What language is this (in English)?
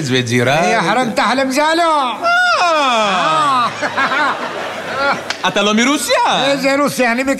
Hebrew